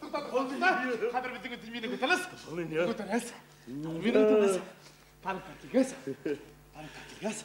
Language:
Bashkir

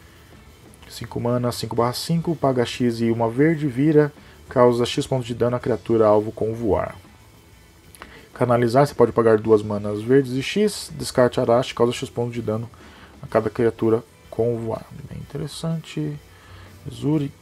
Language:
Portuguese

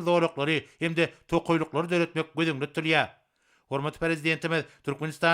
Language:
Turkmen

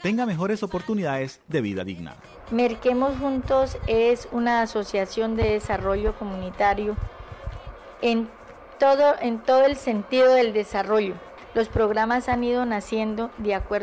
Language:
Spanish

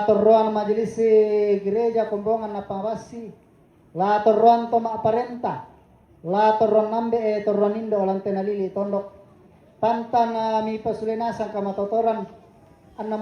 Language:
Toraja-Sa'dan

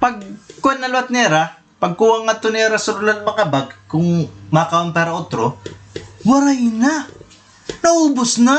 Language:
Waray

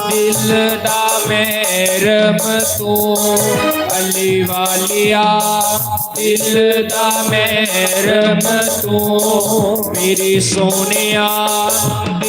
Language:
Dogri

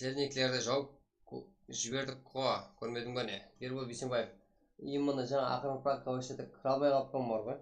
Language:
Kara-Kalpak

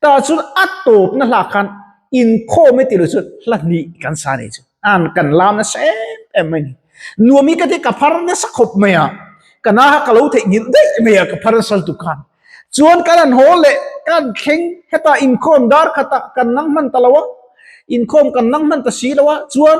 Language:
Mizo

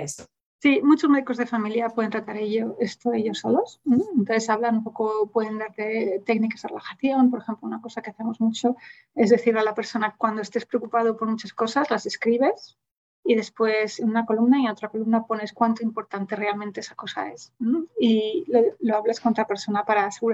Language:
Spanish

